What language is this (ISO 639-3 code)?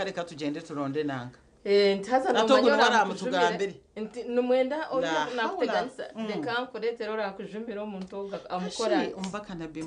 nyn